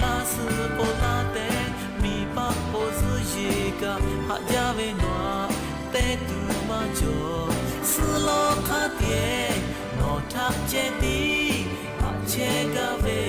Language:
Lahu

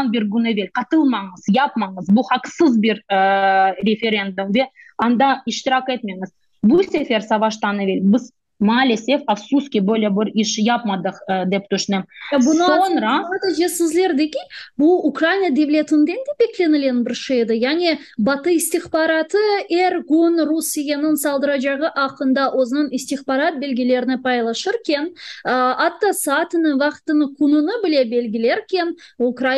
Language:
Crimean Tatar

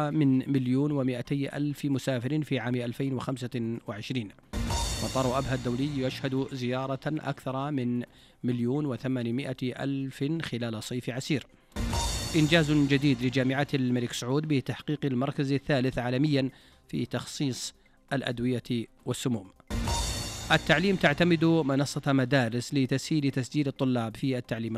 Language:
Arabic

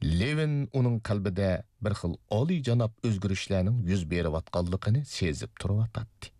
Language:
Uyghur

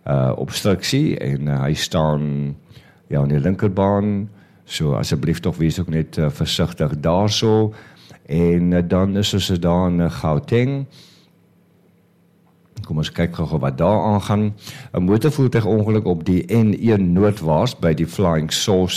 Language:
Afrikaans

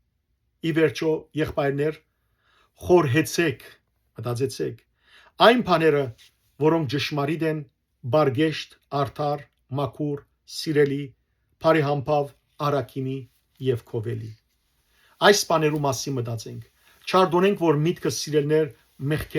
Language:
Western Armenian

